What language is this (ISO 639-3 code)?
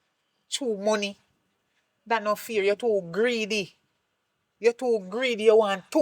jam